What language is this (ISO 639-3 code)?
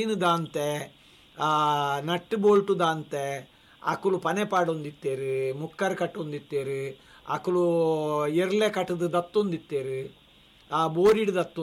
tcy